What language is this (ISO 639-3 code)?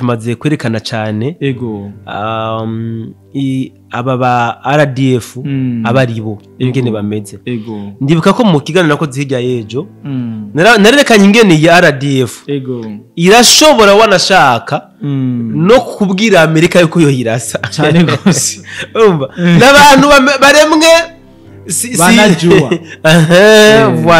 run